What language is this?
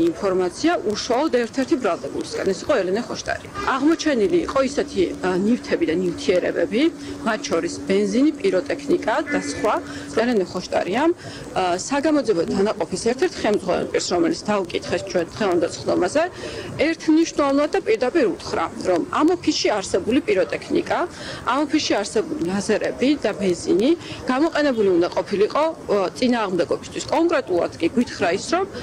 Georgian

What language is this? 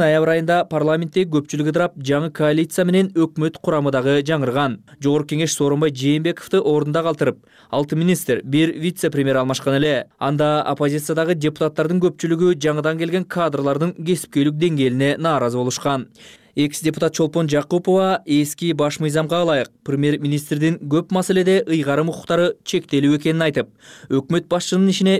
Kyrgyz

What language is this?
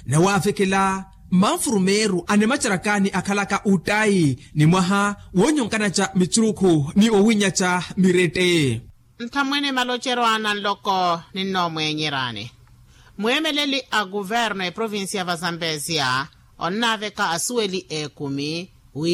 Makhuwa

